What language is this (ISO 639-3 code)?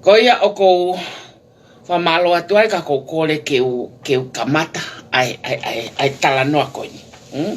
ton